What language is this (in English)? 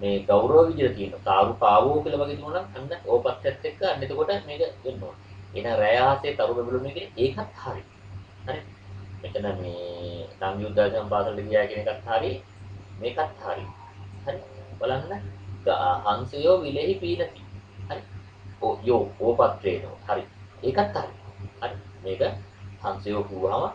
Sinhala